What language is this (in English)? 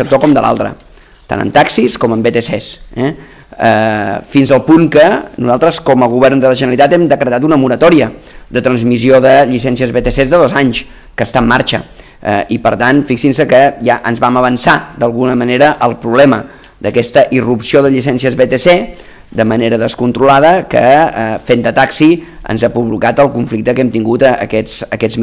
Catalan